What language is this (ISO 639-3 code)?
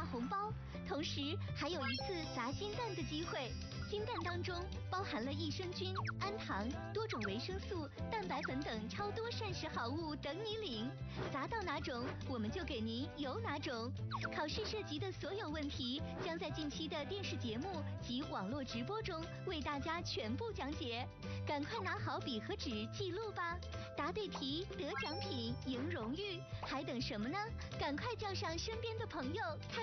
zho